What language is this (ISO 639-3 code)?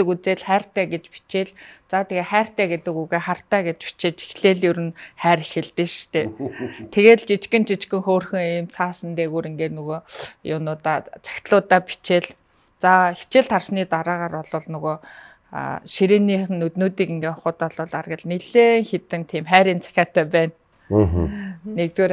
mon